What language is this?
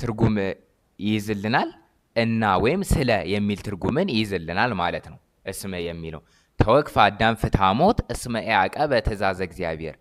Amharic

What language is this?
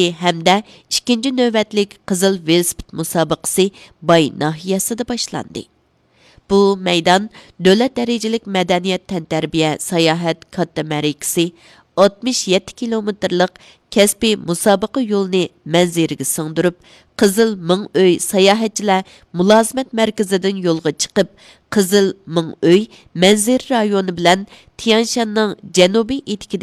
Uyghur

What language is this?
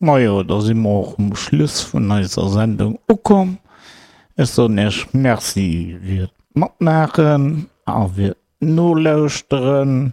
Luxembourgish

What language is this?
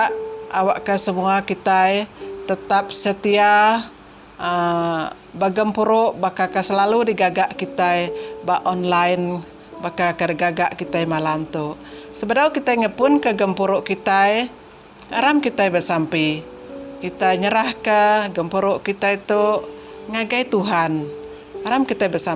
Iban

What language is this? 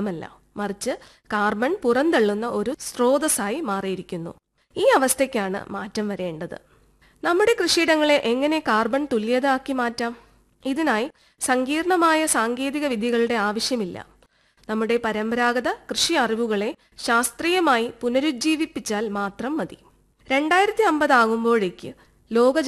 Malayalam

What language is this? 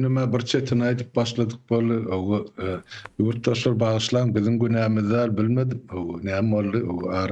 Turkmen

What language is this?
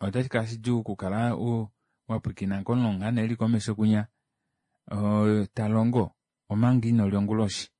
Kuanyama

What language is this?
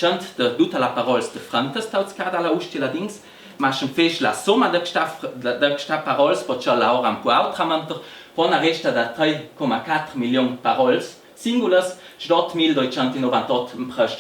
Ladin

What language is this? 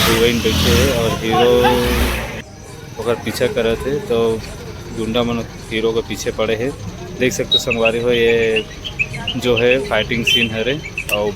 Chhattisgarhi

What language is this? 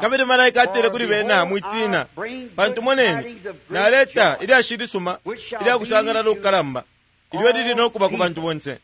Bemba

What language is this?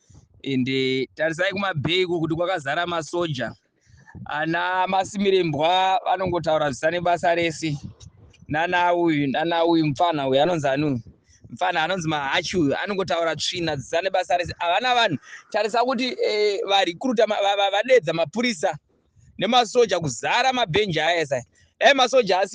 Shona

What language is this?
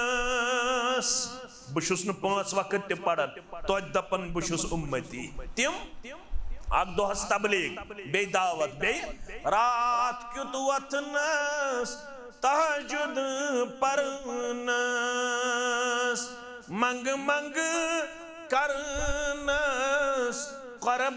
Kashmiri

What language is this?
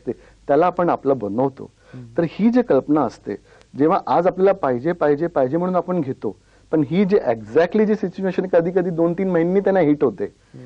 Marathi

